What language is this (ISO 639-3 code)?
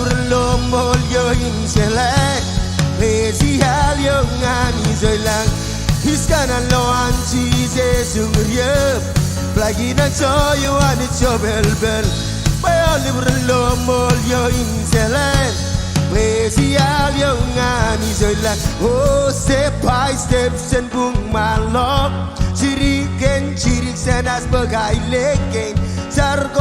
mah